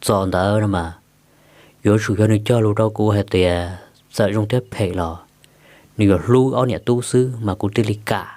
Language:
Hmong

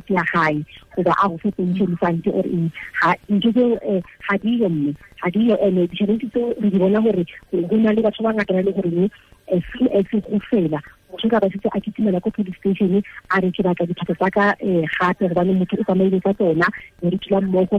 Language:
Tswana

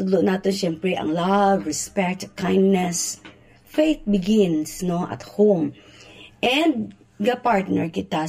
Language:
Hiligaynon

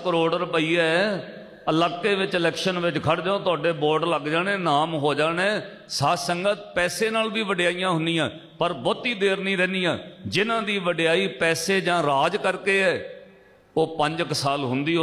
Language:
Punjabi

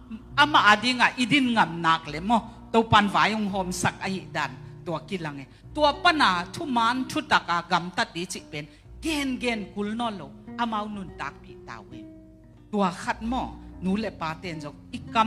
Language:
Tedim Chin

